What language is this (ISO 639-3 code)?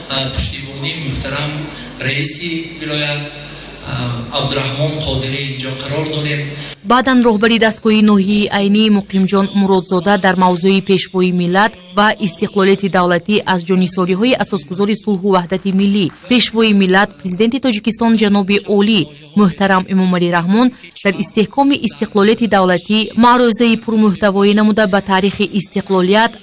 tgk